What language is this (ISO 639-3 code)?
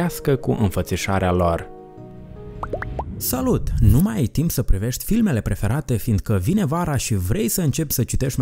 ron